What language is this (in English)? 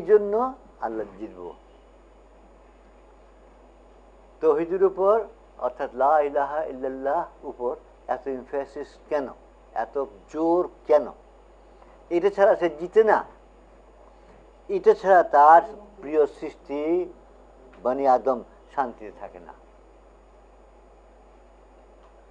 Bangla